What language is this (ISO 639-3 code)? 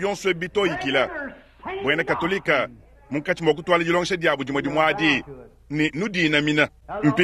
lua